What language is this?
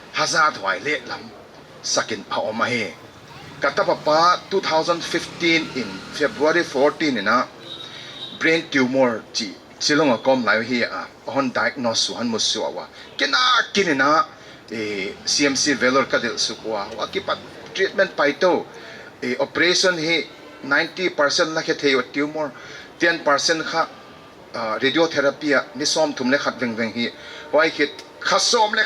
Paite Chin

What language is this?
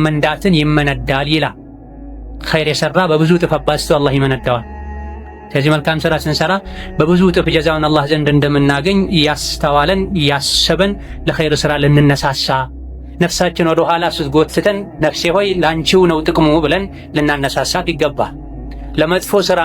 Amharic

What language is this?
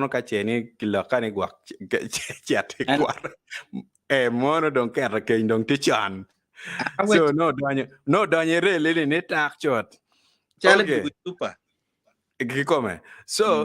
Acoli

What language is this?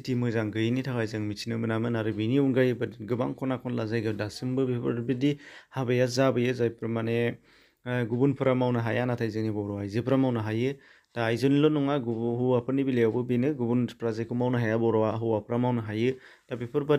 Bodo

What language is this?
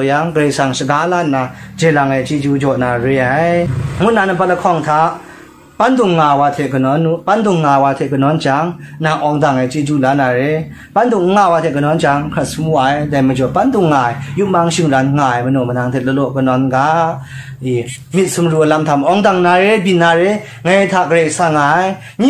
Kachin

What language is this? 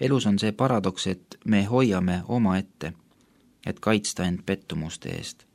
Estonian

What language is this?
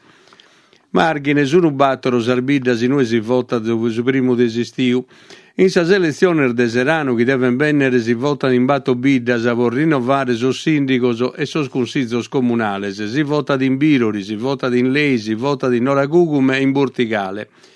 Sardinian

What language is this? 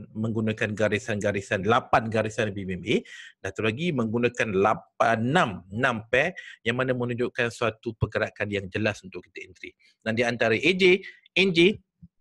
Malay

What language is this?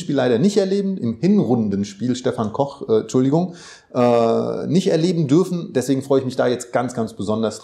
German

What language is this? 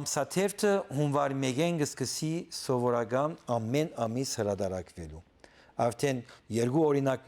Western Armenian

